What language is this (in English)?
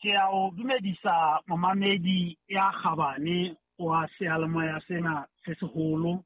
Southern Sotho